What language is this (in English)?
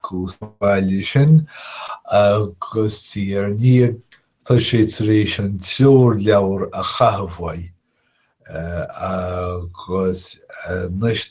Irish